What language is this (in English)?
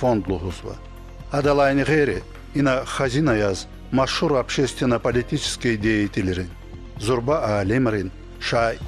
Lezghian